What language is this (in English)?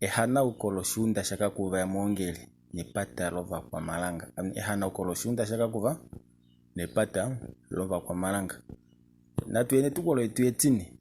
Kuanyama